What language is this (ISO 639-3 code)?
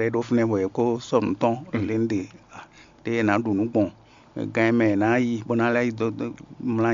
fon